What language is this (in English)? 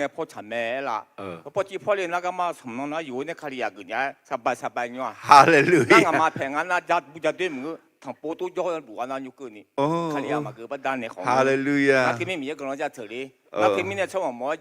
Akha